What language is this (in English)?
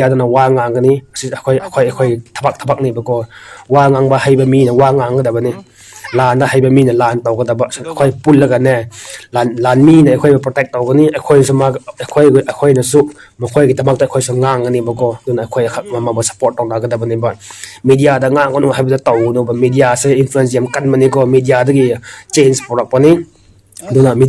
Manipuri